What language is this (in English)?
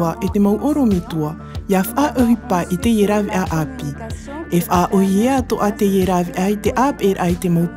Tahitian